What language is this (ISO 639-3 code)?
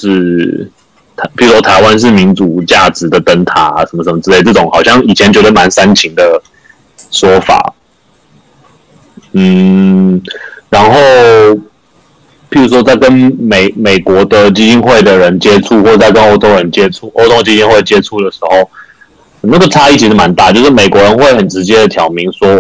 zho